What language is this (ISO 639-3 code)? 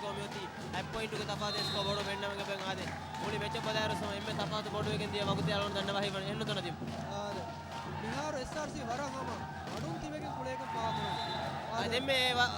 div